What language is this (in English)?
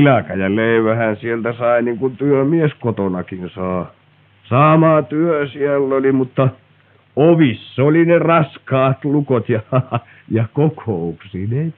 Finnish